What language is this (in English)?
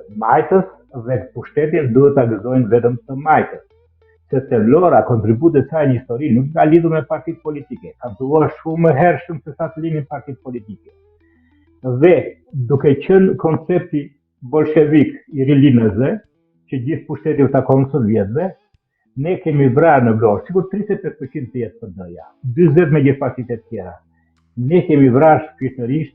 Albanian